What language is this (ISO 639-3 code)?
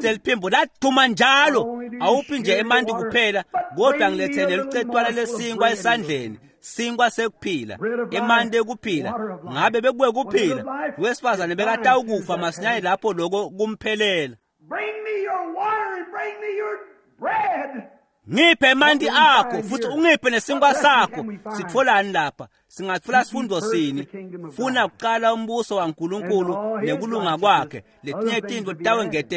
ssw